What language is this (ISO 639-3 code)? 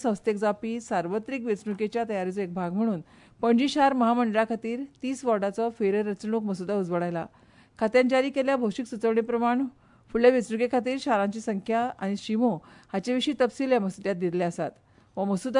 kok